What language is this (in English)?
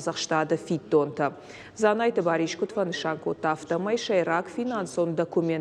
Ossetic